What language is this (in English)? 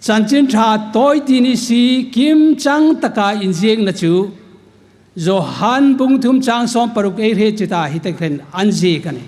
Hmar